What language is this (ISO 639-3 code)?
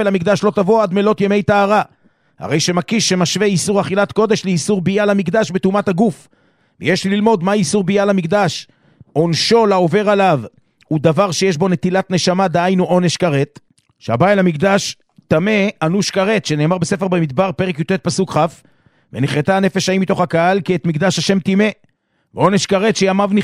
heb